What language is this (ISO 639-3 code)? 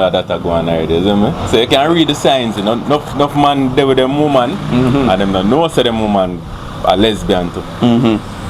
jam